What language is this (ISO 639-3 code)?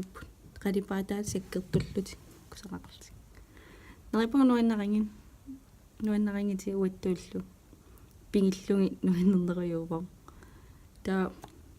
kal